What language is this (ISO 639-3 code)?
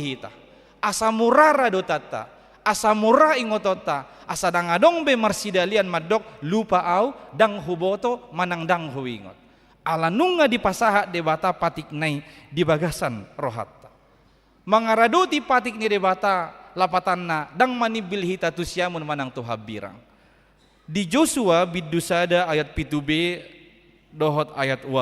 bbc